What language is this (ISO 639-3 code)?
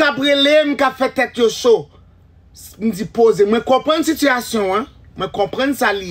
hat